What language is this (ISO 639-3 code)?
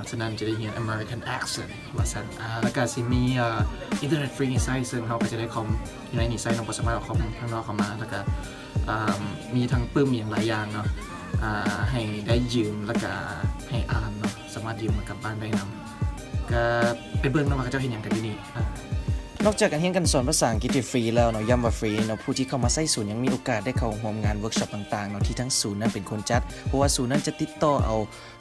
lao